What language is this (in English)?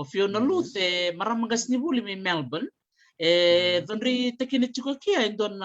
Fijian